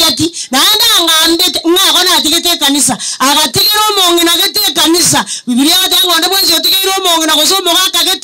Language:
Gusii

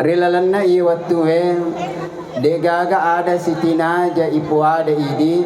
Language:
Buginese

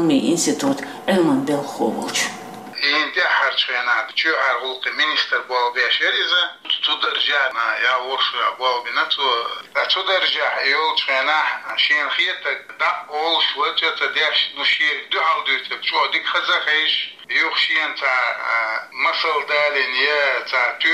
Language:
Chechen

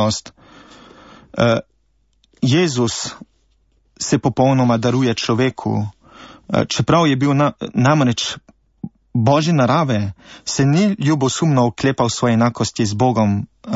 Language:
Slovenian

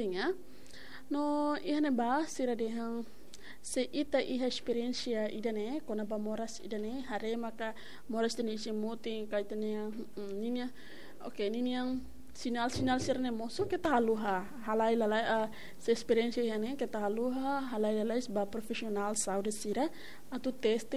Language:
Tetum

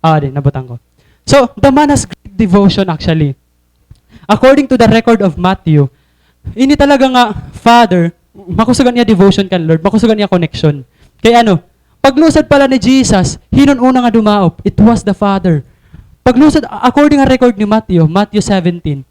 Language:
Waray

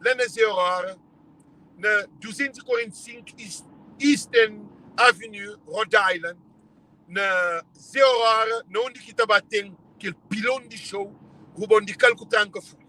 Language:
Kabuverdianu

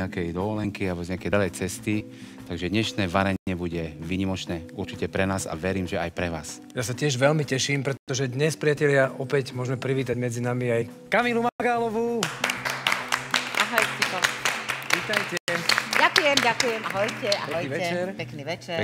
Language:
Slovak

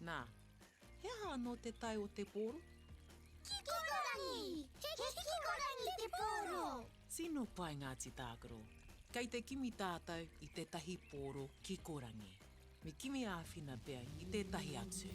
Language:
Māori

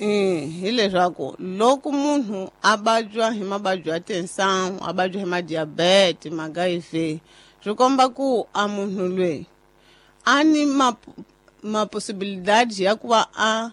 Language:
Tsonga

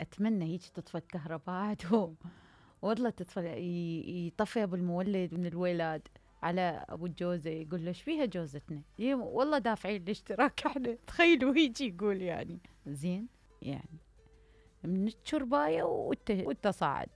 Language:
Mesopotamian Arabic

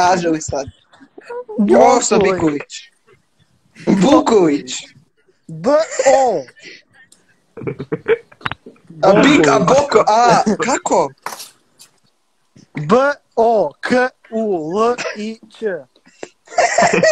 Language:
Croatian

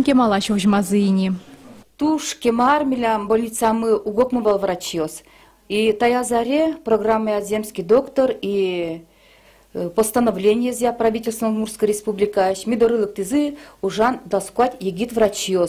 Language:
Udmurt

